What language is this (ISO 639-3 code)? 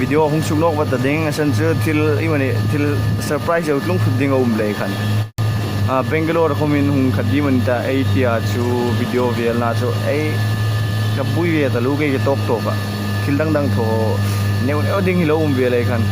hmr